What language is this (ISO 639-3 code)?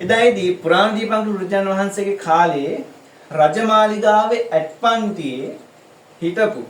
sin